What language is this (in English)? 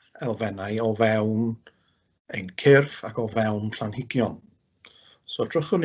Welsh